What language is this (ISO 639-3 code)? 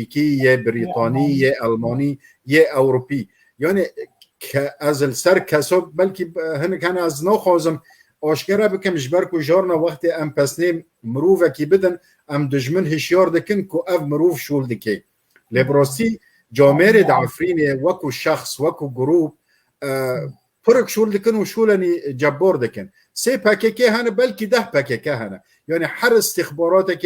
kur